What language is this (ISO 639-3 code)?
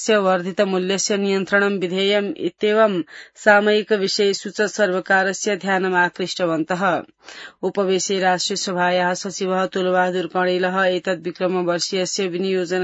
san